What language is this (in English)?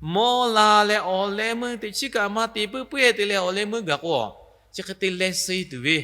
Lahu